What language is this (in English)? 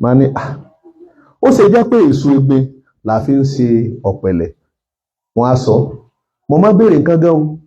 Yoruba